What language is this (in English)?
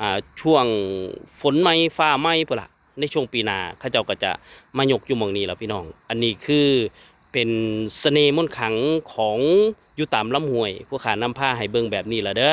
Lao